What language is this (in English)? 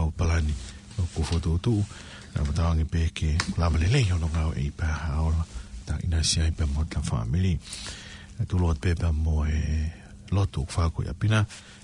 Tongan